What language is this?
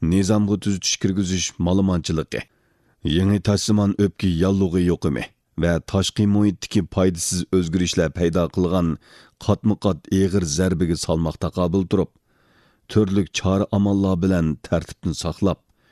Uyghur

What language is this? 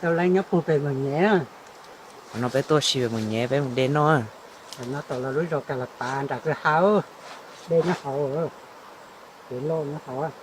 Hmong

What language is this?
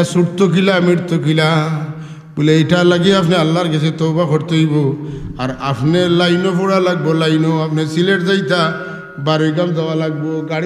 Sylheti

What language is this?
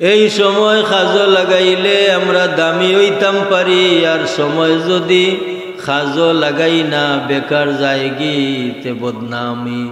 Sylheti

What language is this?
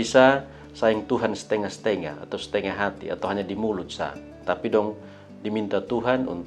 Kupang Malay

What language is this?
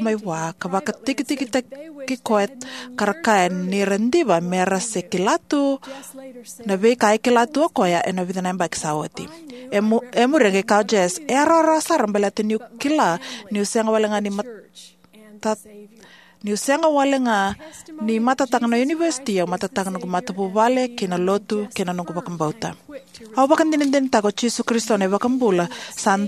Fijian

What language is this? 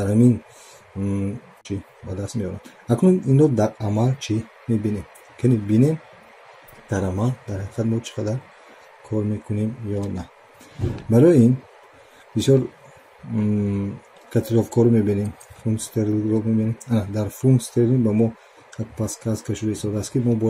Tajik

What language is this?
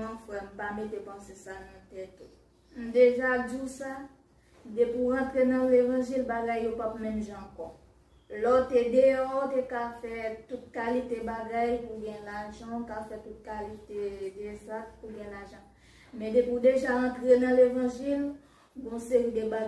Haitian Creole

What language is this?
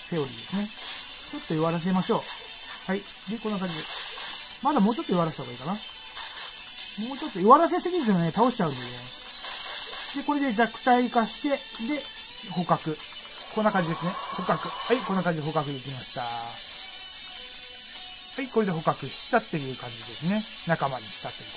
Japanese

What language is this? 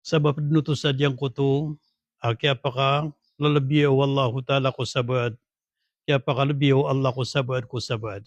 Maranao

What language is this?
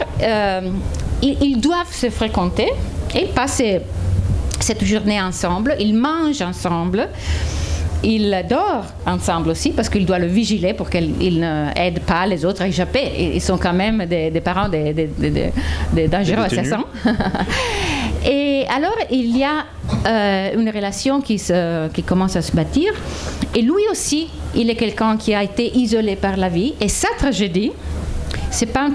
French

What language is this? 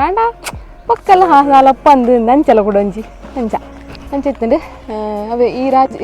Tulu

